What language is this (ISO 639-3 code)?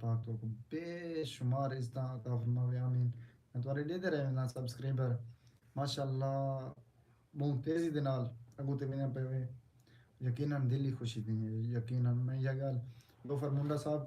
skr